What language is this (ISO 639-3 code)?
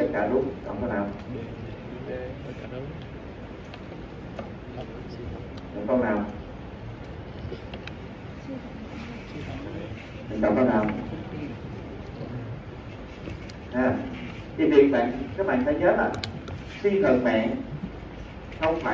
vie